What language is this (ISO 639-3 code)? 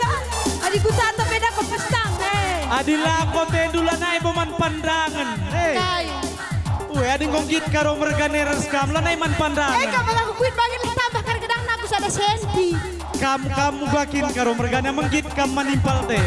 btx